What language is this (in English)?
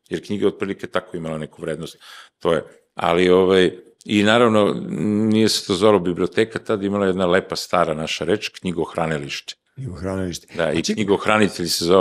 Serbian